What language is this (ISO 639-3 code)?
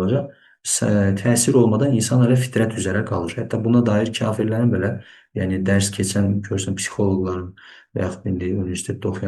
aze